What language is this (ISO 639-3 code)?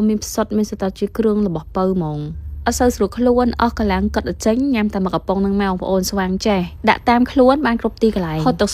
khm